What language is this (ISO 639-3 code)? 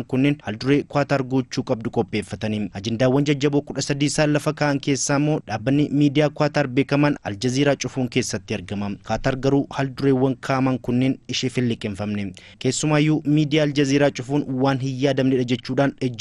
orm